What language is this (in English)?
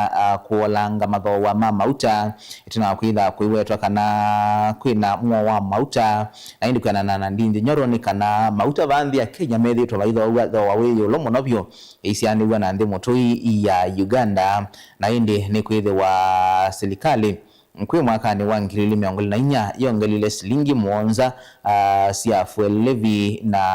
Kamba